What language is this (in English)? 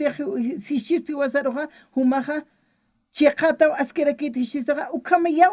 Aymara